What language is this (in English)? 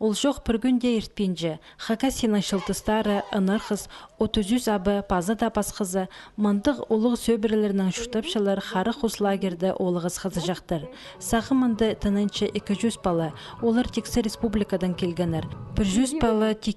Khakas